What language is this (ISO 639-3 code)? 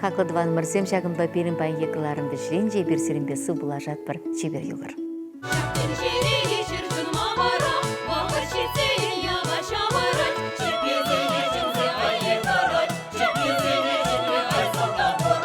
chv